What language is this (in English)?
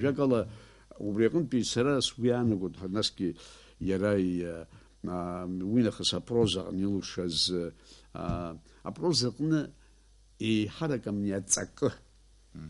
Abkhazian